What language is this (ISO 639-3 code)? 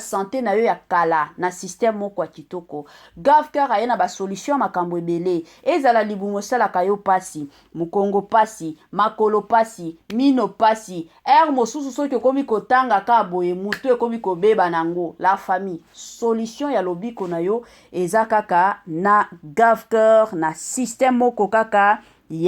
lin